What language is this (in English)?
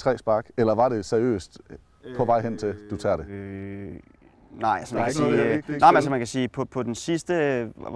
Danish